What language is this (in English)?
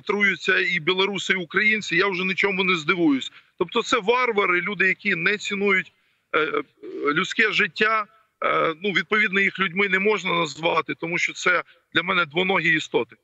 Ukrainian